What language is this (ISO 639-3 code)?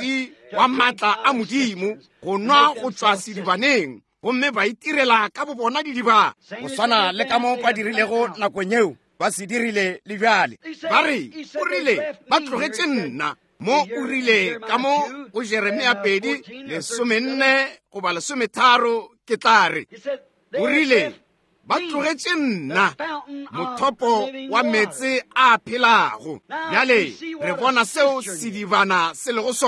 nso